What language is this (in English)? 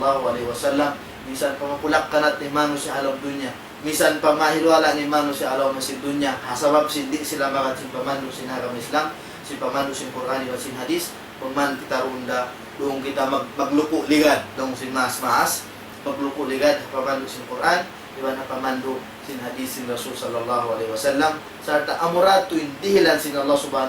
Tausug